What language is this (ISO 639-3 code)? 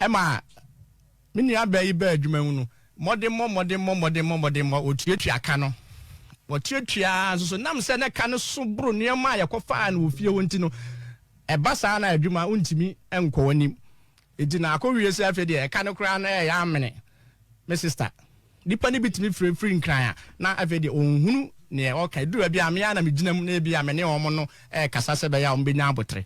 aka